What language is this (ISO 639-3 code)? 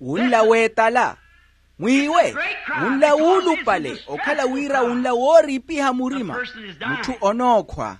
vmw